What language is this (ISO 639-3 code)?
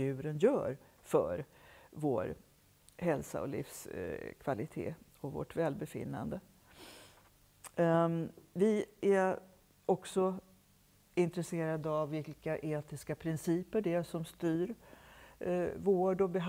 swe